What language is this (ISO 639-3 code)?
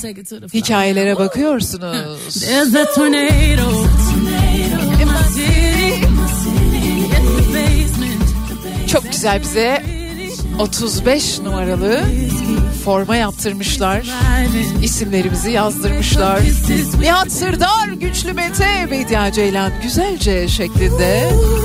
tur